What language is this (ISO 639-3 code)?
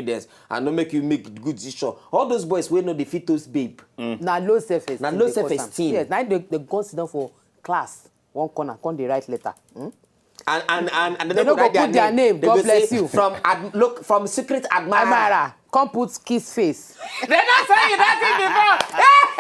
pcm